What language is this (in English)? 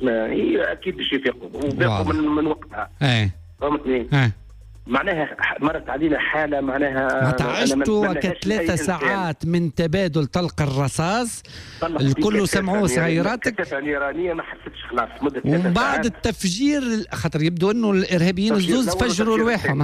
Tunisian Arabic